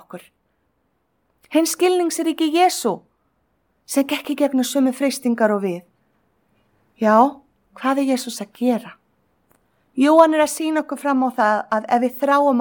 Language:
Icelandic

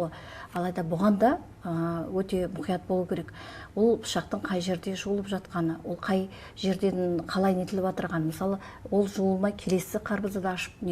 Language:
Kazakh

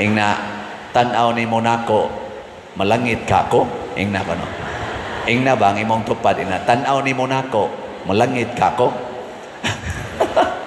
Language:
Cebuano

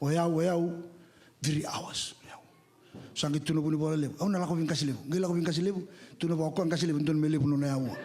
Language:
Fijian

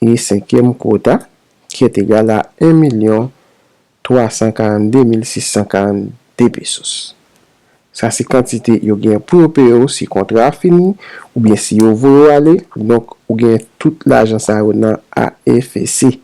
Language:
Haitian Creole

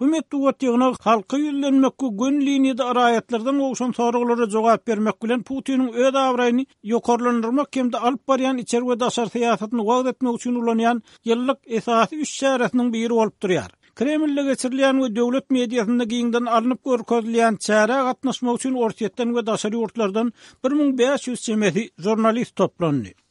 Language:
Turkmen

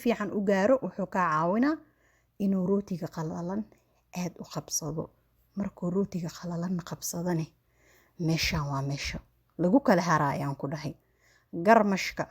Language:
Somali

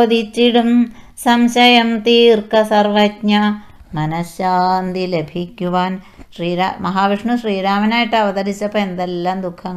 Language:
Malayalam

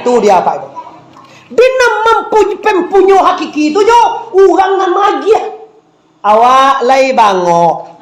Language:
Minangkabau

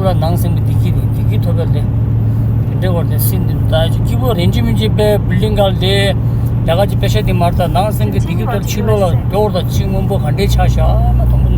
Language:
Tibetan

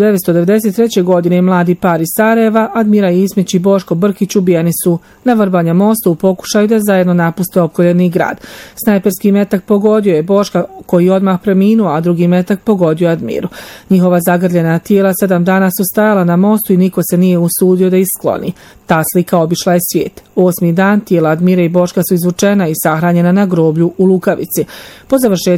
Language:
Bosnian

